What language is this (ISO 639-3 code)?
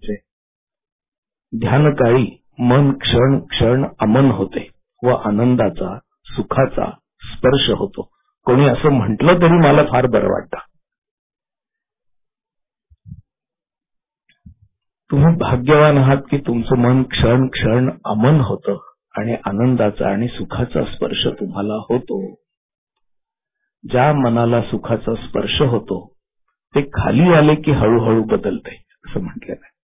mar